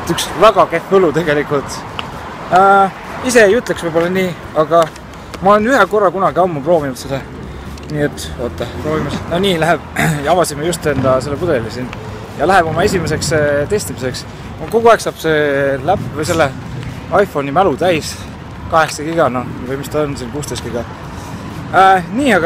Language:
Estonian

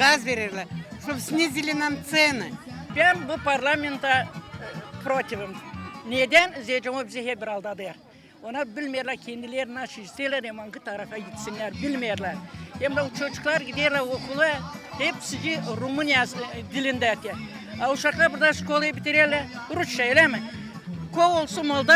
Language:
Gagauz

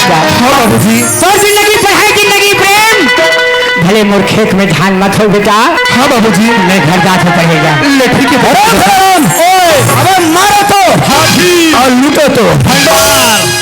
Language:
Chhattisgarhi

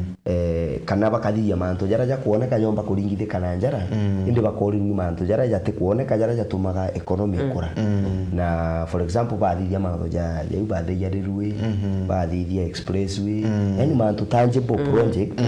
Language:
Meru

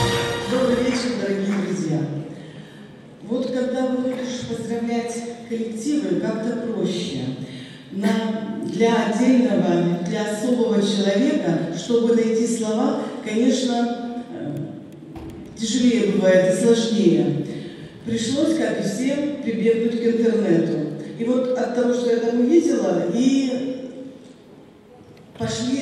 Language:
Russian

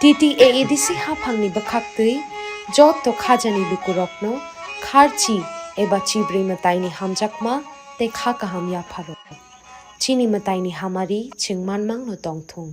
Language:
Kok Borok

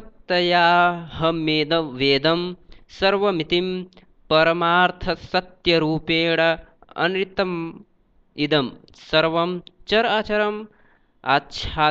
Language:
Sanskrit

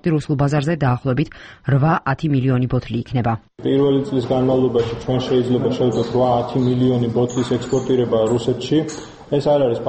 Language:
Georgian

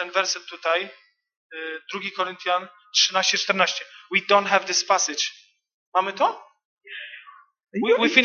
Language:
Polish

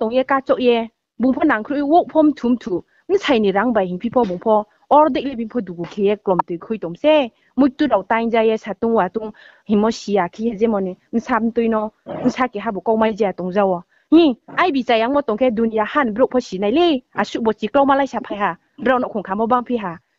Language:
Riang (India)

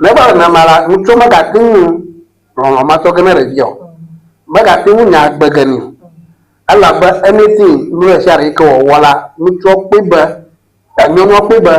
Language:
Ewe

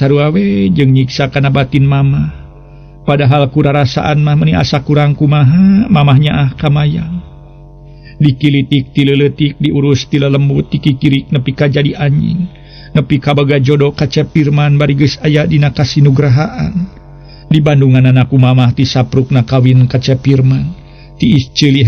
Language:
Sundanese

